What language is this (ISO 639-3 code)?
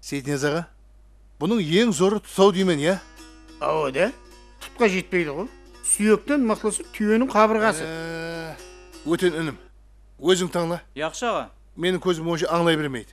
kaa